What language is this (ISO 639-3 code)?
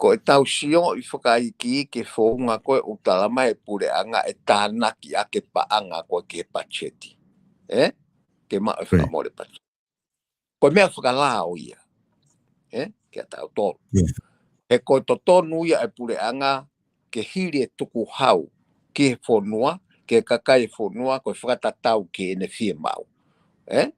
ton